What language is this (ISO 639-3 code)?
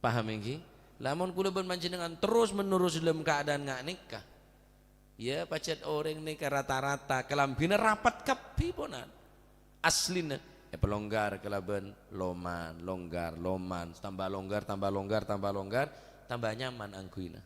mad